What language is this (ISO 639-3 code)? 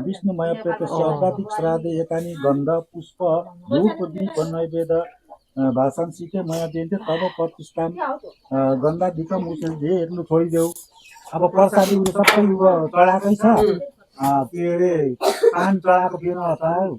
nep